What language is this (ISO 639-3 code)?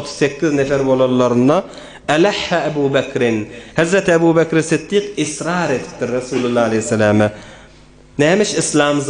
tuk